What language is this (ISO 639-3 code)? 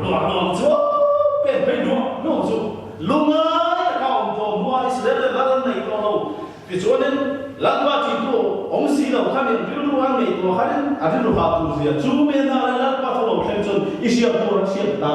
lus